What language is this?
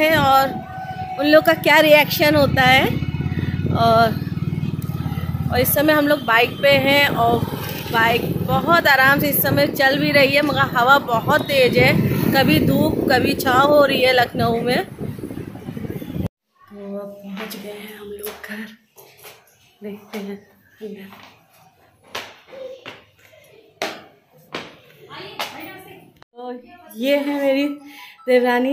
Hindi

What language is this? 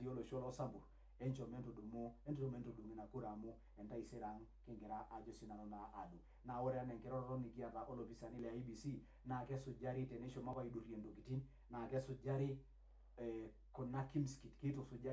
Masai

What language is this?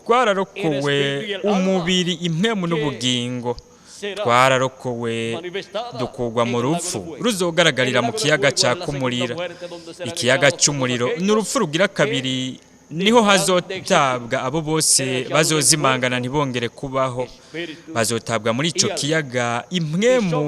Rundi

